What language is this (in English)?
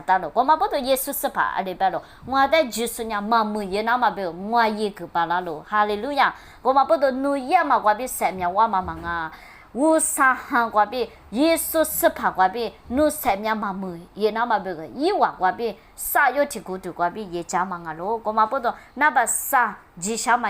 Lisu